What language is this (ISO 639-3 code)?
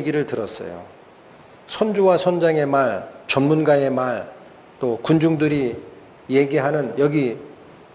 kor